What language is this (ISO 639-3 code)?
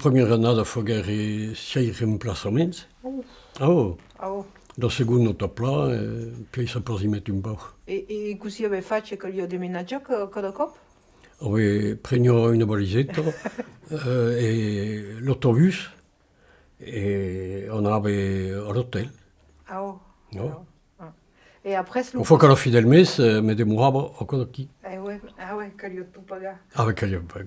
oci